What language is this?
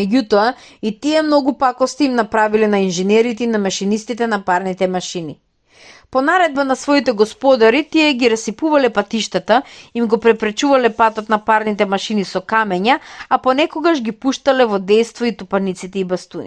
Macedonian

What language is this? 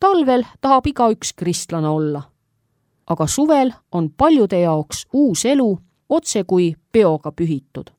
Estonian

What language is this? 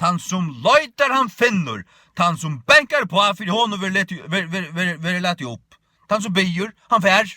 Faroese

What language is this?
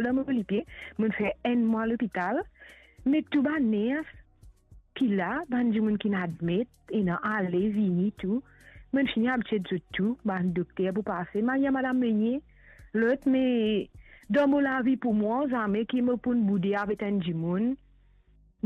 Morisyen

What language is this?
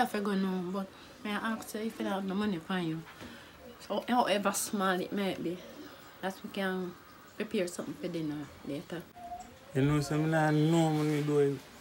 Jamaican Creole English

